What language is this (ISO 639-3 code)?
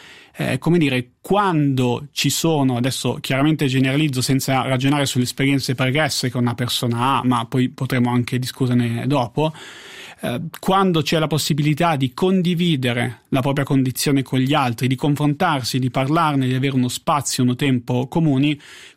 ita